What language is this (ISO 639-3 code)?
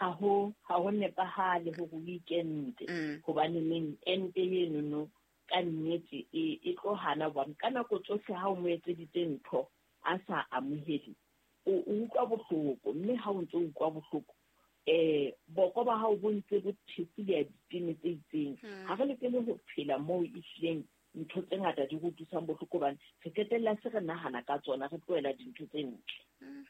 sot